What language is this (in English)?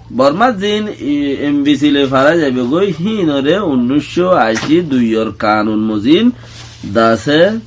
Rohingya